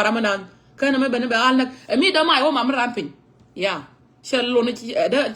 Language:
Nuer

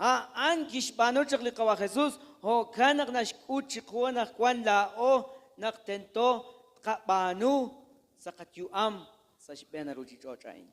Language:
Kekchí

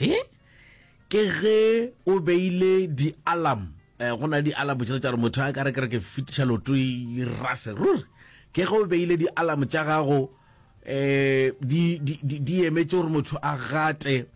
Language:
Northern Sotho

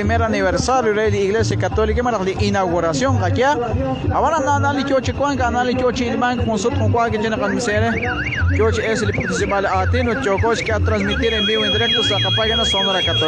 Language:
Kekchí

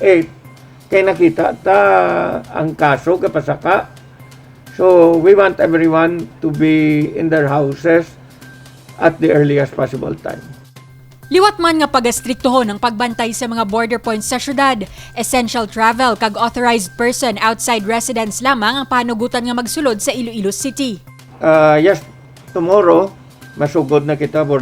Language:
Hiligaynon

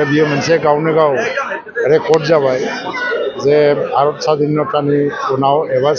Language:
Bodo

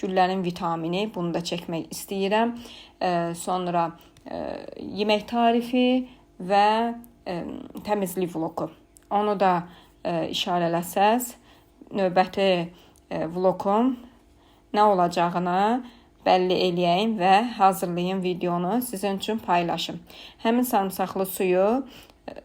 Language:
Azerbaijani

